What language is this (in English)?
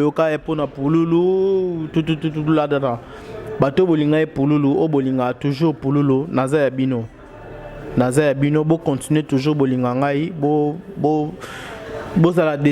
Lingala